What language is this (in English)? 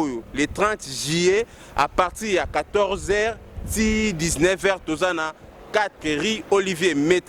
Lingala